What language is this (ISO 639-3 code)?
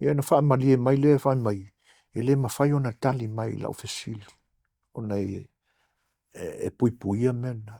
smo